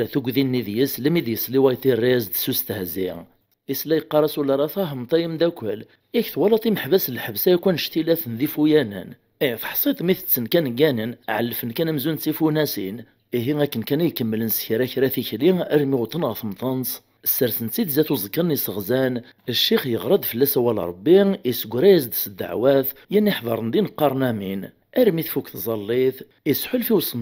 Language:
Kabyle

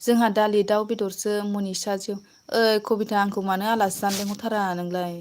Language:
Bodo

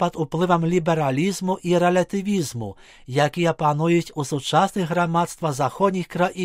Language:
Belarusian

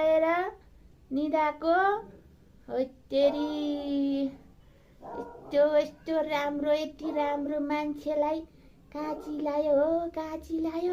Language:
Nepali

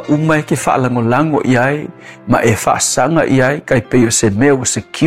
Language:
Samoan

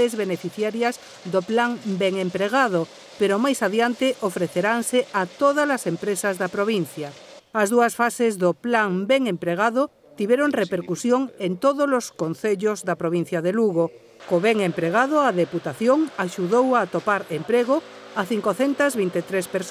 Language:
Galician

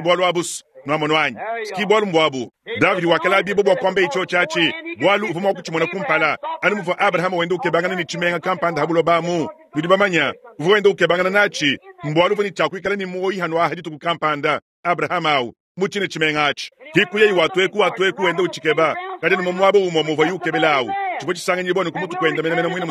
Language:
Luba-Lulua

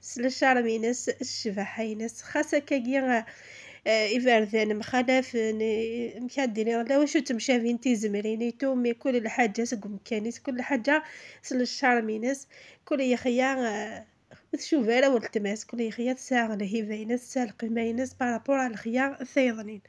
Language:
Algerian Arabic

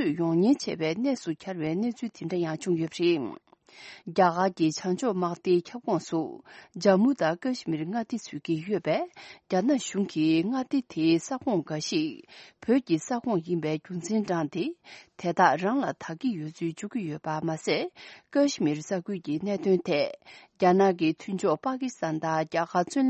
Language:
Tibetan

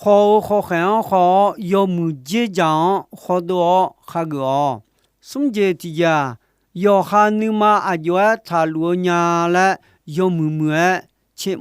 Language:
Akha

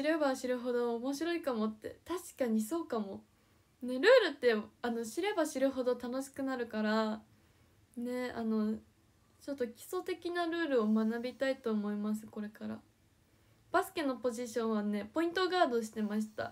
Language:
Japanese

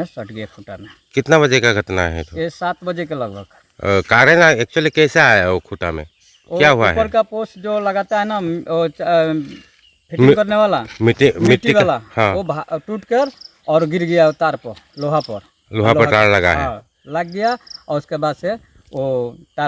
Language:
Karbi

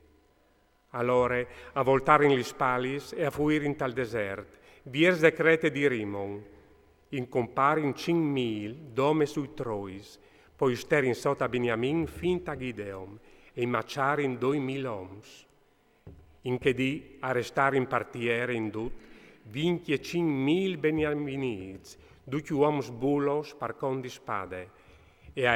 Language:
Friulian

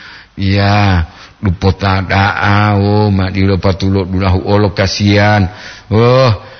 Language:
Gorontalo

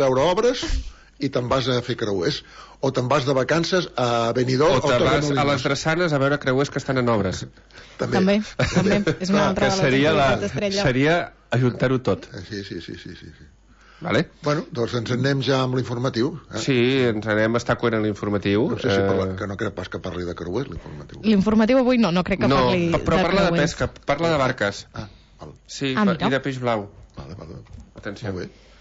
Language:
Catalan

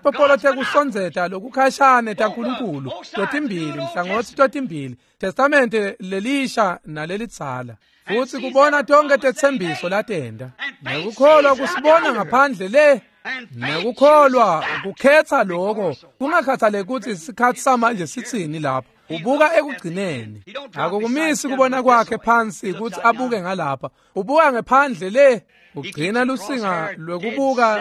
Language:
Swati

